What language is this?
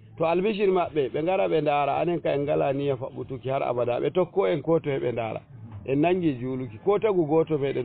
Fula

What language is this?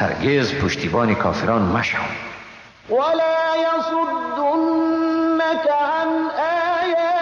Persian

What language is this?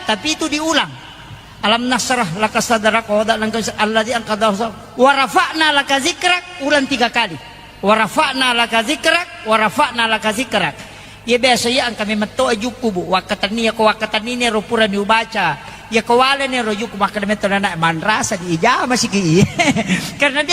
Buginese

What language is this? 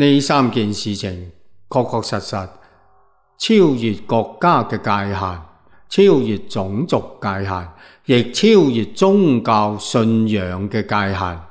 Cantonese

